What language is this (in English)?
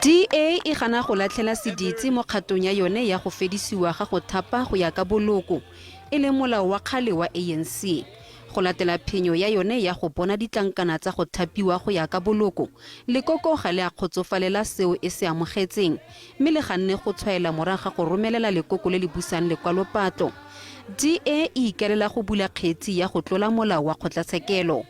Tswana